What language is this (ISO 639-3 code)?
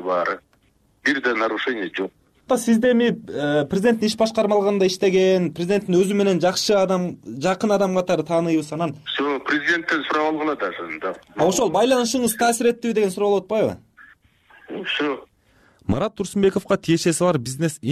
kir